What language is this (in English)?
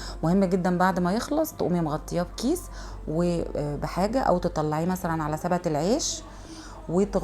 Egyptian Arabic